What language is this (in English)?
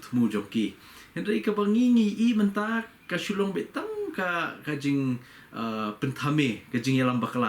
Khasi